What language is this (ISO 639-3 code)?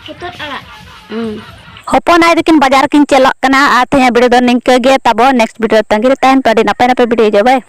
sat